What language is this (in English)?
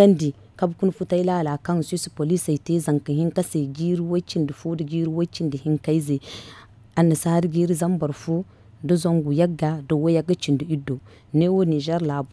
Zarma